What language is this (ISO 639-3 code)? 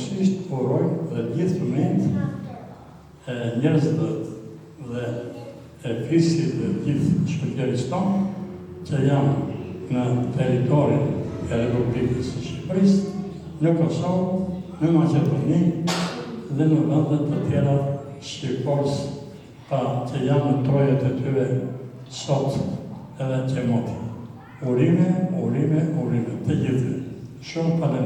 sqi